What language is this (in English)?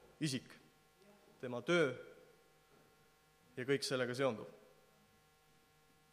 Estonian